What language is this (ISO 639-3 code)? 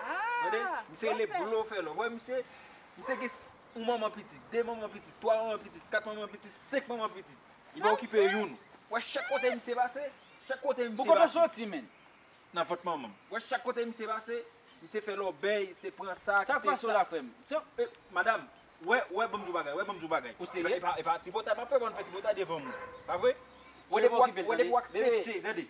hat